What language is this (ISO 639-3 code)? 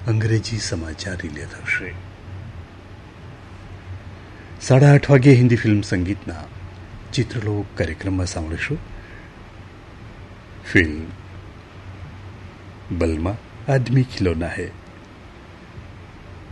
guj